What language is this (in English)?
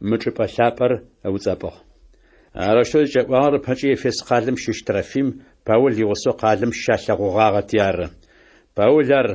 Adyghe